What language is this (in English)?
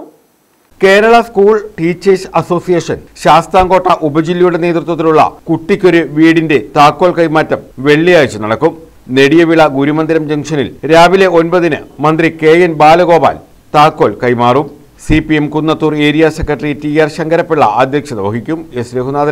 Malayalam